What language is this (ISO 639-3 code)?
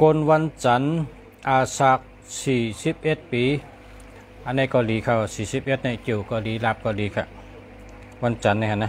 shn